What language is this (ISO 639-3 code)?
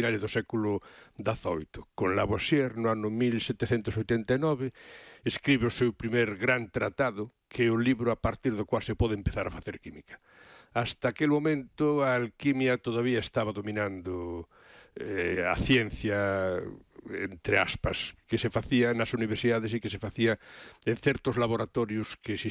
glg